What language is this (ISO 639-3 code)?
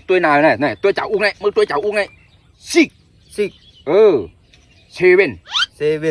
shn